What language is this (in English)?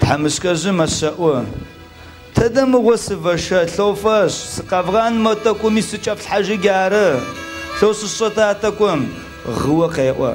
Adyghe